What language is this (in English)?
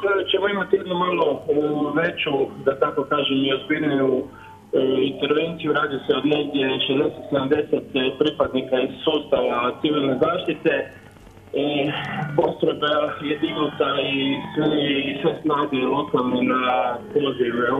Croatian